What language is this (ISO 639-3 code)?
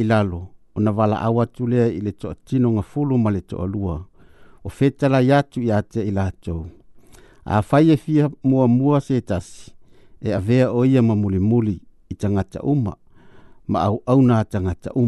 smo